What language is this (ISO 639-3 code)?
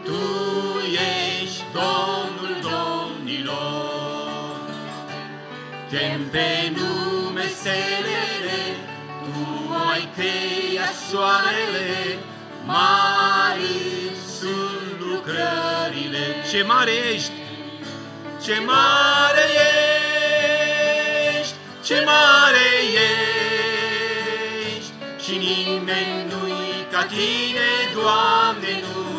ron